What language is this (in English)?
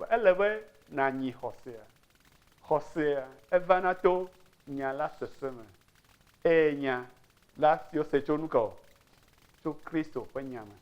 Ewe